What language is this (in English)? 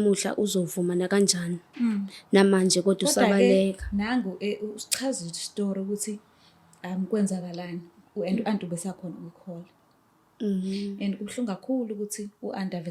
Zulu